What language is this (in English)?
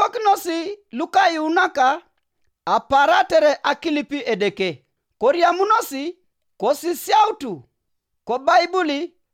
Teso